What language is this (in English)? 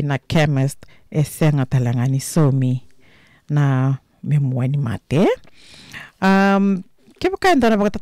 Fijian